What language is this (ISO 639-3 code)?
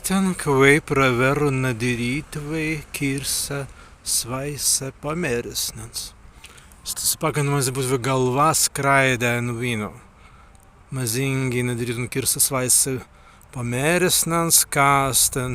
prg